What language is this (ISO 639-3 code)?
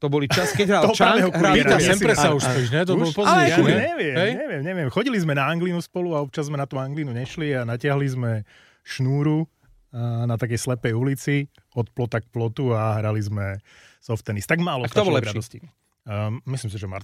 slk